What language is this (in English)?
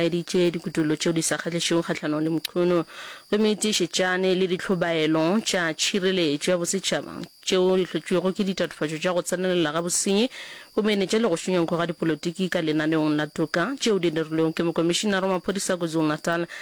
Northern Sotho